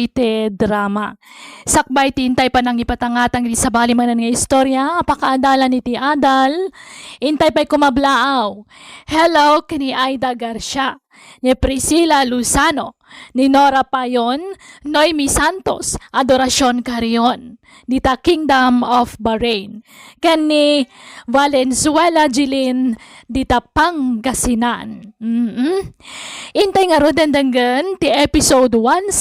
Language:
Iloko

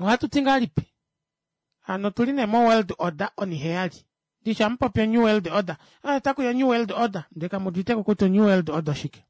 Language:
Kuanyama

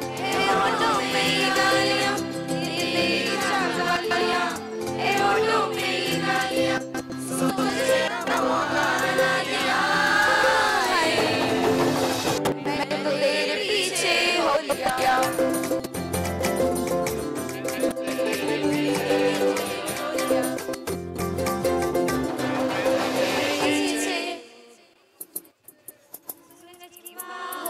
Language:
Hindi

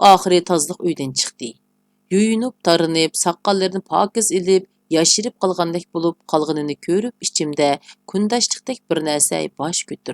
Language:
Uyghur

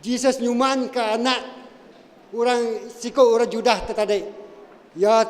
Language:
Iban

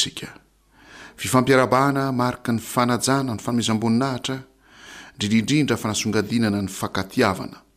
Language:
Malagasy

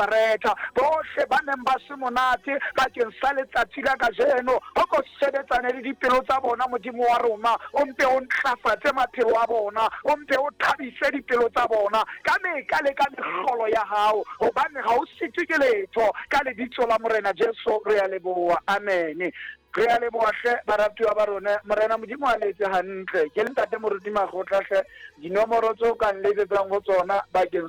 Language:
Southern Sotho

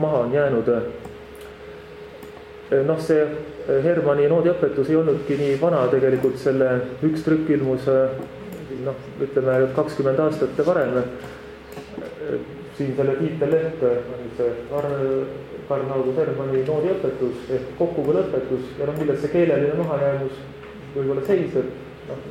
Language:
Estonian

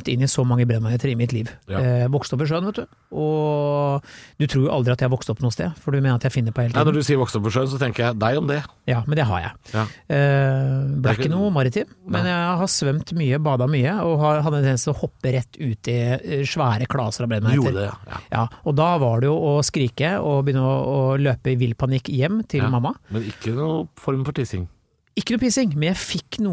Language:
Norwegian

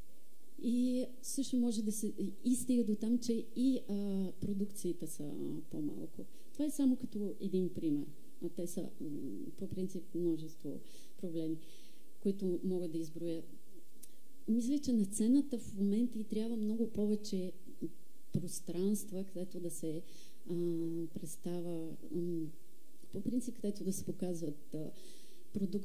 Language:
Bulgarian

